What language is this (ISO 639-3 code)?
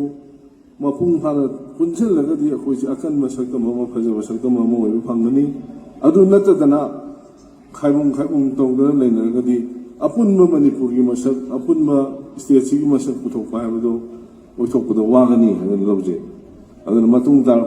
mni